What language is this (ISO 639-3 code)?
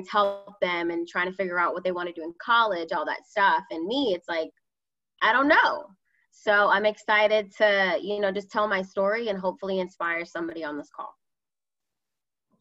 eng